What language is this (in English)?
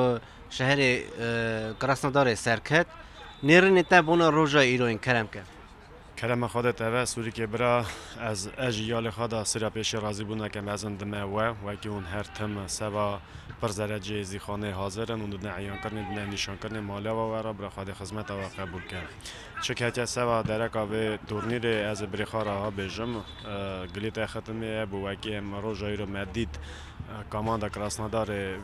Kurdish